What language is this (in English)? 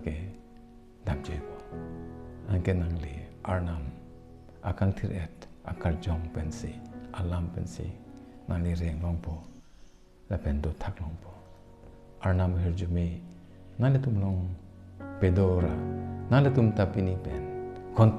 Karbi